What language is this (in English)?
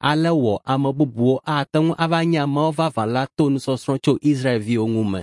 Ewe